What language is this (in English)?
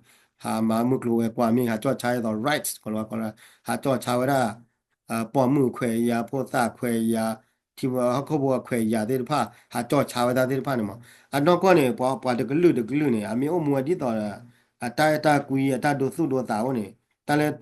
S'gaw Karen